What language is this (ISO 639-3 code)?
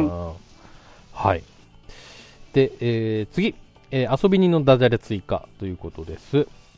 jpn